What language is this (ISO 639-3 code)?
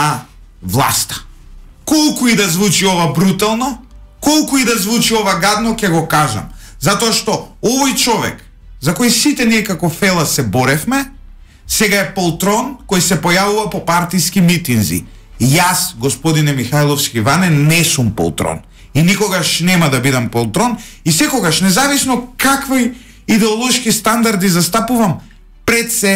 mkd